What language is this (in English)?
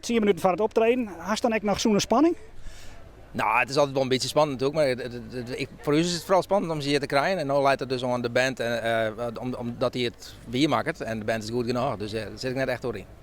Western Frisian